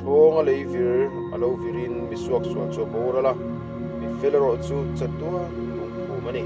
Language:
Mizo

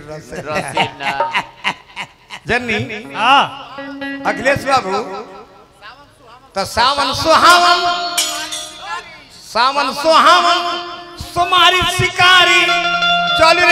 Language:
Bhojpuri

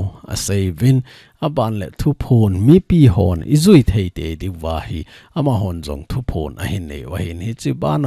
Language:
Thado Chin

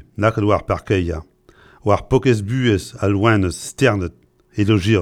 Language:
Breton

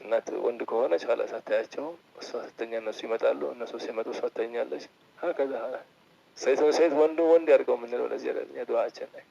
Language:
Amharic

